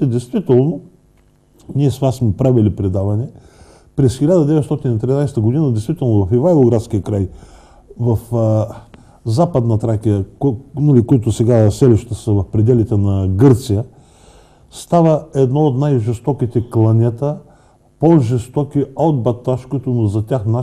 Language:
Bulgarian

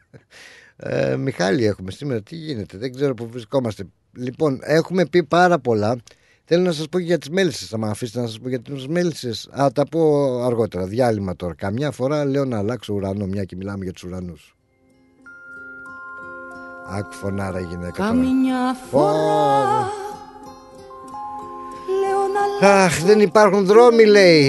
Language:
Greek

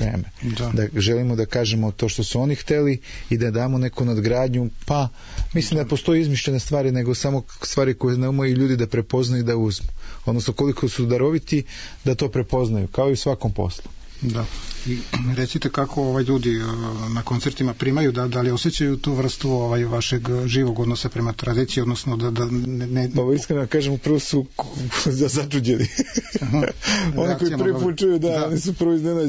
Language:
Serbian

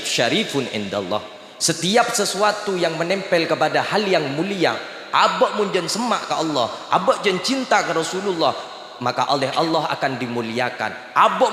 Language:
Madurese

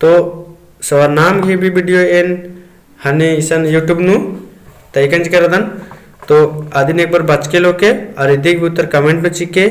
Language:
Kurukh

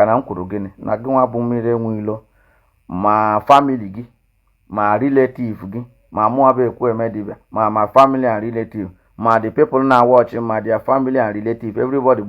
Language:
Igbo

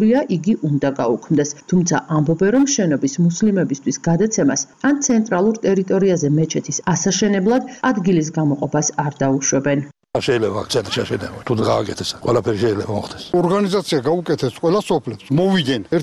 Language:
Georgian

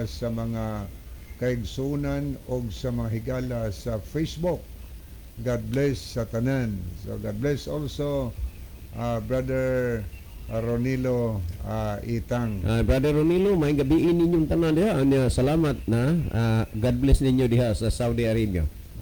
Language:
Cebuano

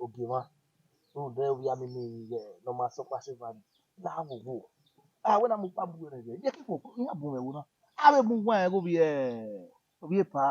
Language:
Bini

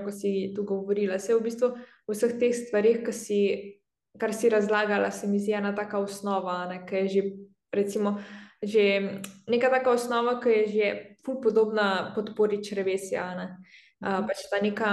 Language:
Slovenian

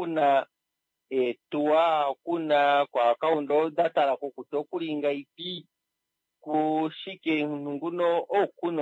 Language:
Kuanyama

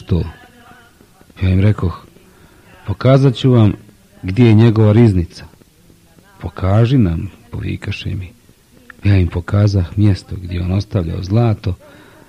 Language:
Bosnian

